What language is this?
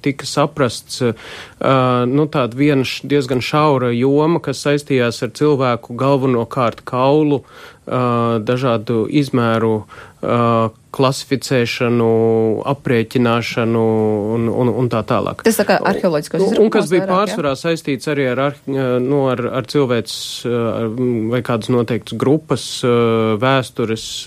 Latvian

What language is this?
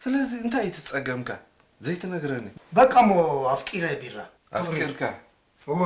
Tigrinya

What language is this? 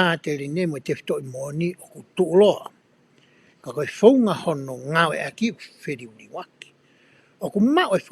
Tongan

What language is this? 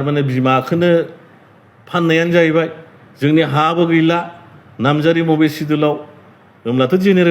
Bodo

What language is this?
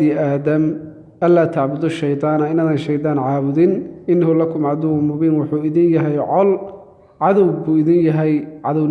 Somali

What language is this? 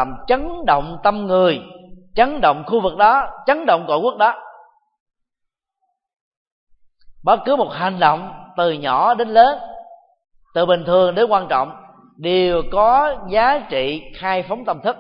Vietnamese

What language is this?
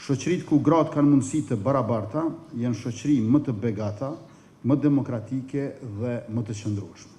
Albanian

